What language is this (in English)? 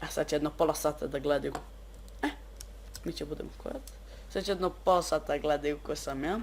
Bosnian